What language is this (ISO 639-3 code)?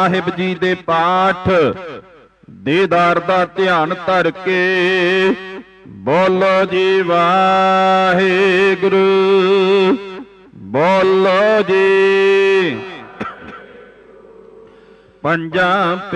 pan